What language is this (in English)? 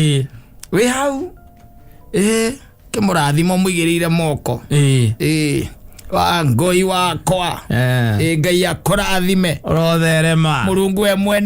Kikuyu